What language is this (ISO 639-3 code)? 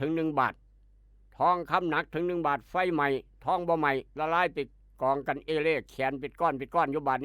tts